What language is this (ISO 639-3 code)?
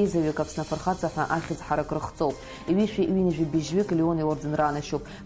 abk